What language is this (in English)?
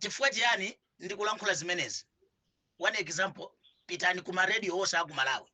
Nyanja